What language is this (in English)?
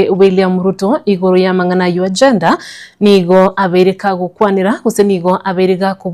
Gusii